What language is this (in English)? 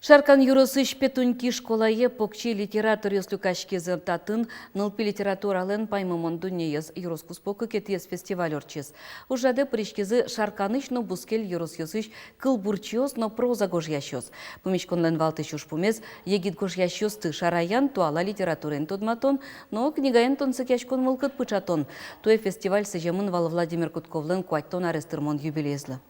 Udmurt